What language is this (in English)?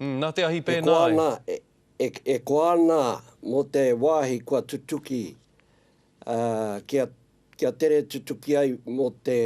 Māori